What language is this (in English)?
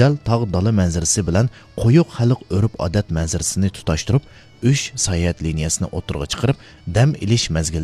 Uyghur